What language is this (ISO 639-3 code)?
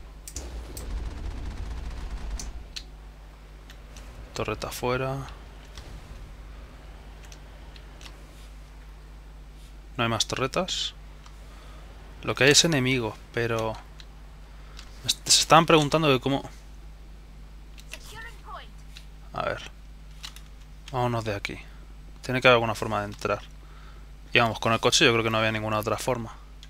spa